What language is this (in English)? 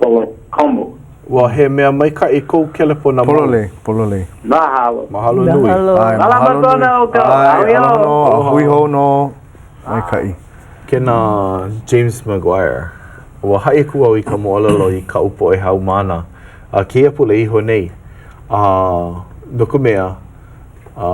Hawaiian